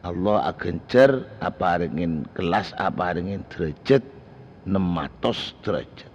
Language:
Madurese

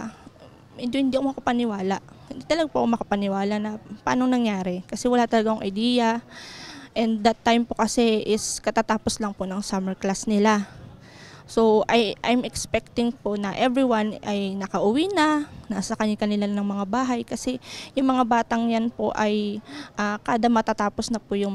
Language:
Filipino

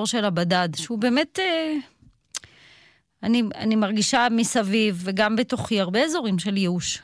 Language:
Hebrew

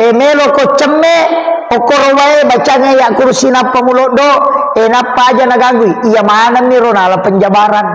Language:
Buginese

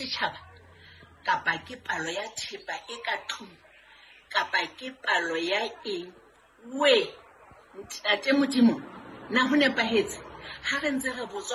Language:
Southern Sotho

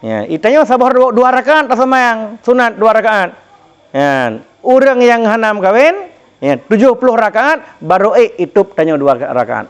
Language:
Achinese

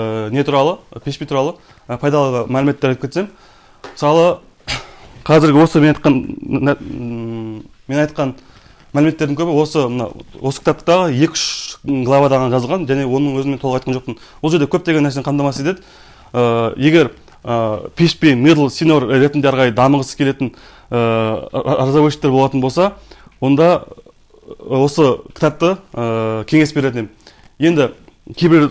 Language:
Kazakh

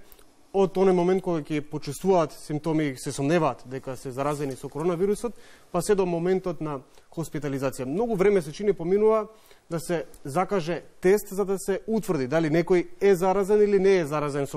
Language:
Macedonian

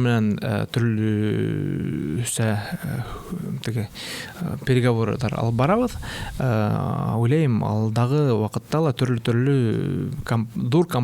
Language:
Bashkir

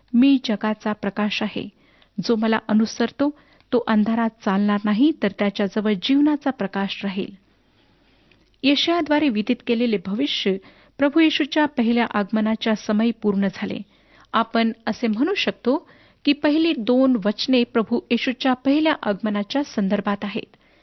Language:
Marathi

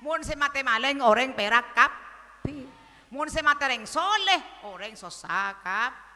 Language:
Madurese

